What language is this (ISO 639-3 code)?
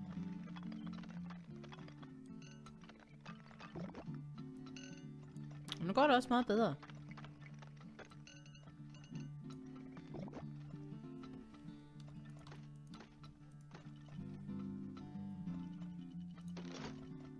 dan